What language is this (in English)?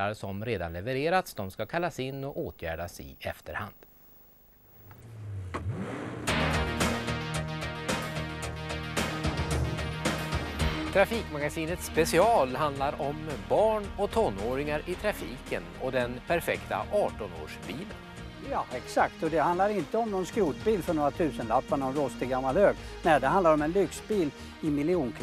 Swedish